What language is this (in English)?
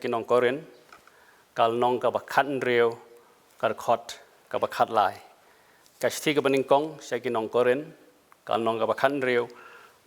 Khasi